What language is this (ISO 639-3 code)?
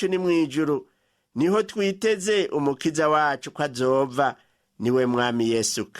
run